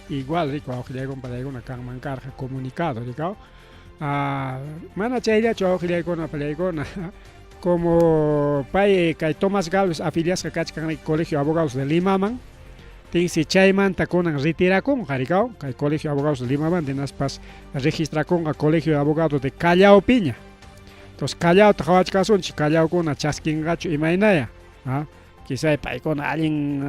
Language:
Ayacucho Quechua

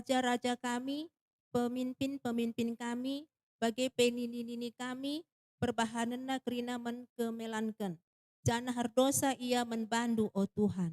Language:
Batak Karo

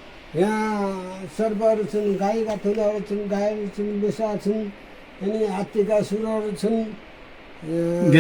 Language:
Nepali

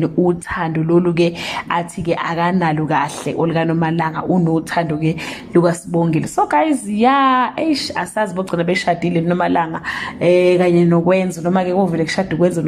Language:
Zulu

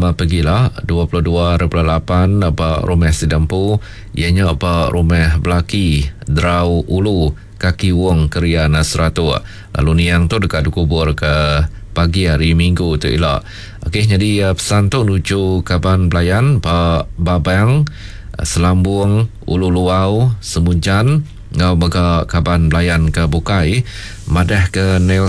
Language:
Iban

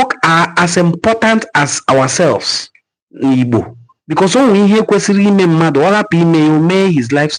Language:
Igbo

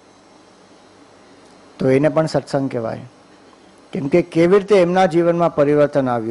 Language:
Gujarati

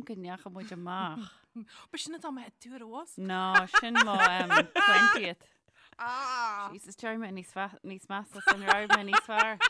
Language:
Irish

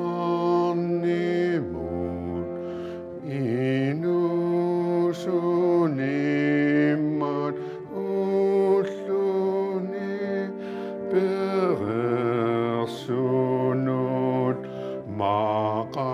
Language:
Kalaallisut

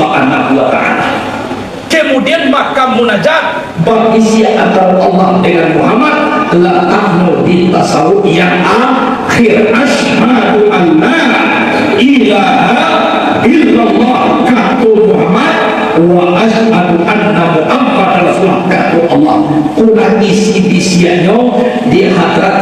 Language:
Minangkabau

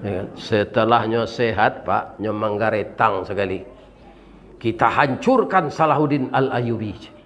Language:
Minangkabau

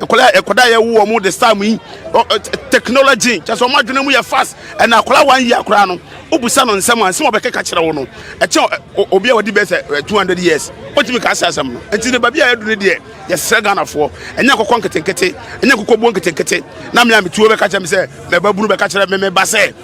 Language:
Akan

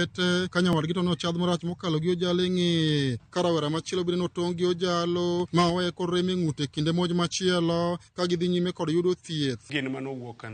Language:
Luo (Kenya and Tanzania)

